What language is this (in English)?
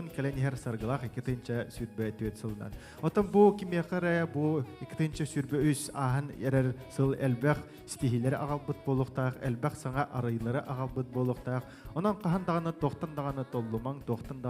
Yakut